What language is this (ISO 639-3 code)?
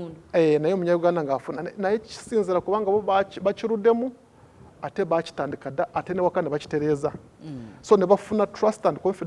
lug